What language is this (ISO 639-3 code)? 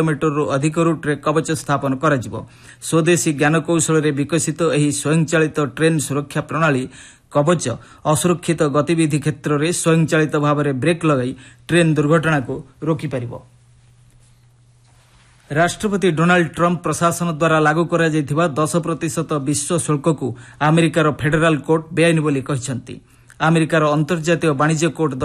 ori